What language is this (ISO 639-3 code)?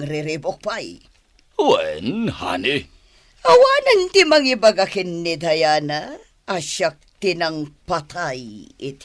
ilo